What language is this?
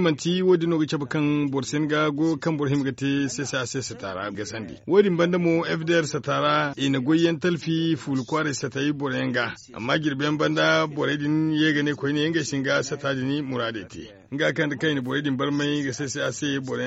Zarma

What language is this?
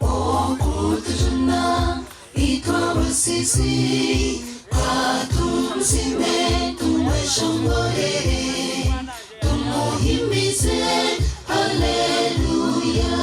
Nyankole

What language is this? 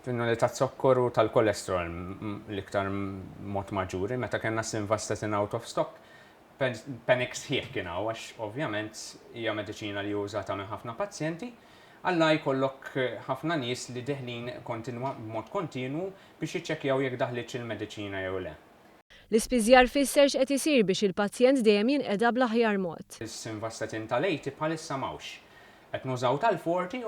Maltese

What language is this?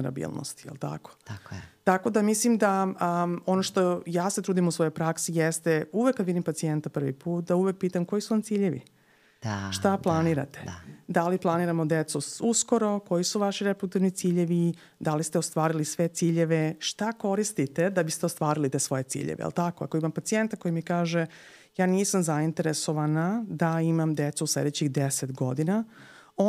Serbian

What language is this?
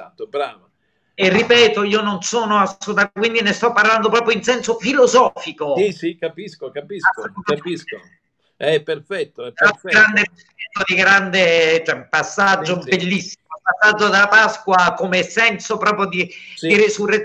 Italian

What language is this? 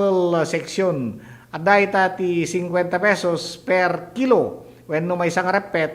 Iloko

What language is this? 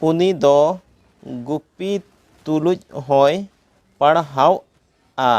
Santali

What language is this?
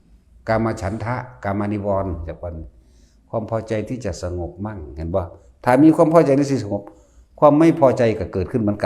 Northeastern Thai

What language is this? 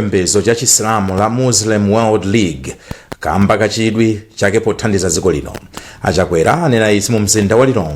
Nyanja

